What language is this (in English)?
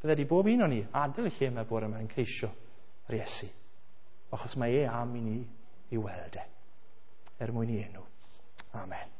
Welsh